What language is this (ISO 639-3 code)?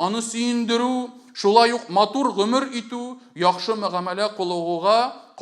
tat